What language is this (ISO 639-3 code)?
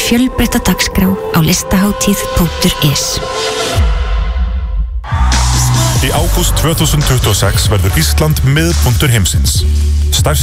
isl